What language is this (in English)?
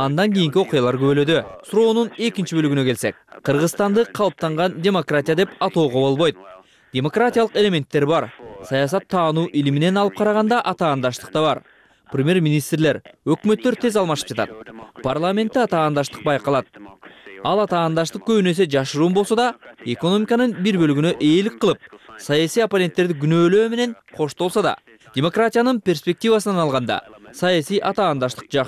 Kyrgyz